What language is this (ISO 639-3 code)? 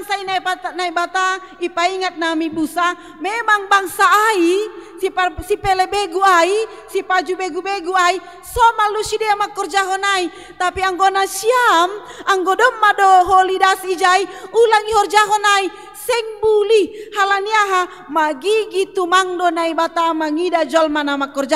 bts